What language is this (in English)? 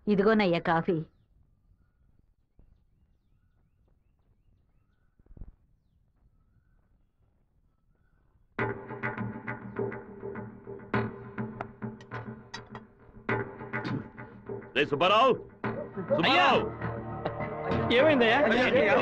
Telugu